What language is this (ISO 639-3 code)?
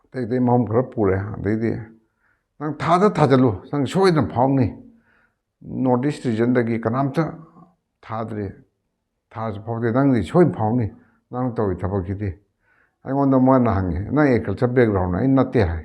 mni